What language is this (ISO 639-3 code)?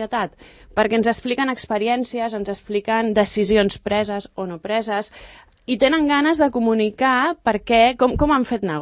cat